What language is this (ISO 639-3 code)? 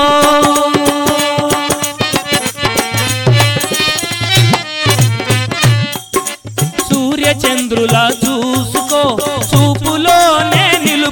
tel